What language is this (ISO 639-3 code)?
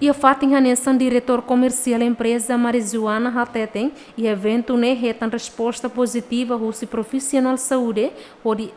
tet